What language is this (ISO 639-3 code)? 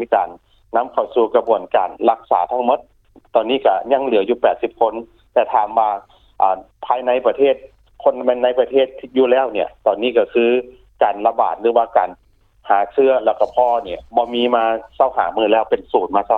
lao